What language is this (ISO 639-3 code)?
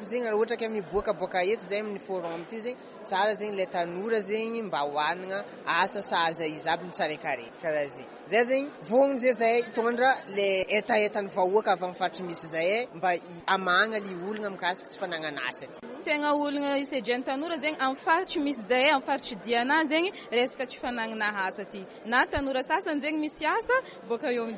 mlg